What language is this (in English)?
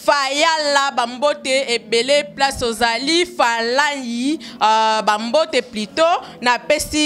Lingala